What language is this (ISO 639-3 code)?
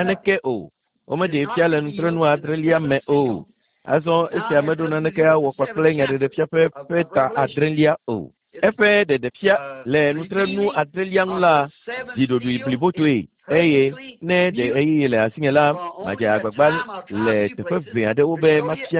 ewe